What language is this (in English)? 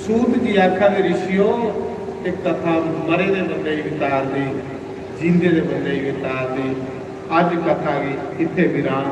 Dogri